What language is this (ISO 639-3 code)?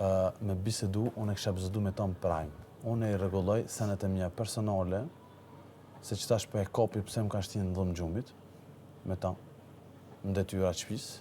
sqi